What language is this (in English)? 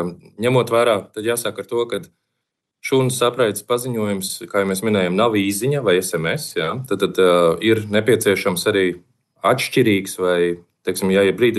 Latvian